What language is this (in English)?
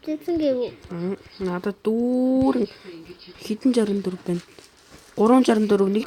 Mongolian